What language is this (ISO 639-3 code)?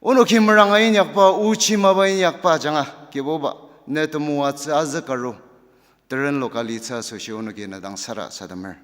njo